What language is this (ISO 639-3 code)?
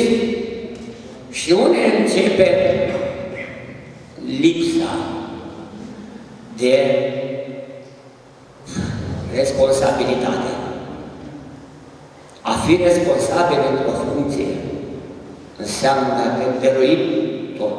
ron